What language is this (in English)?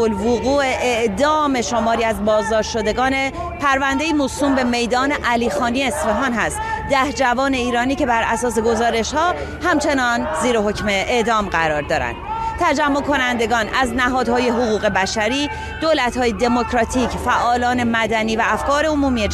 Persian